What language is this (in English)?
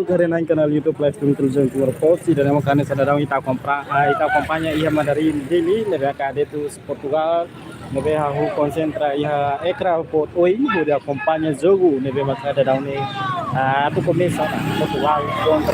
Tetum